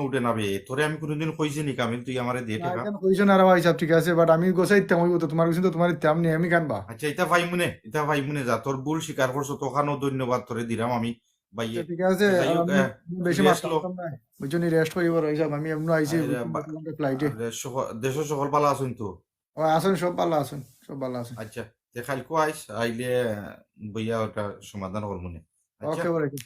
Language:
Sylheti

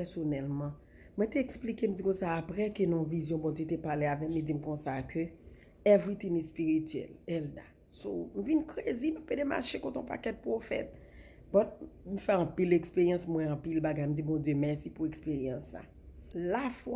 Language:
Haitian Creole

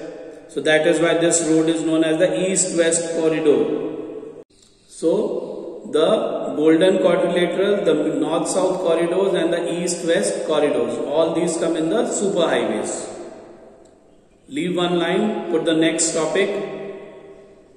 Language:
English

